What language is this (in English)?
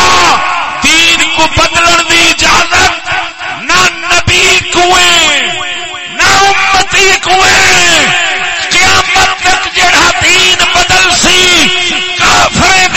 Saraiki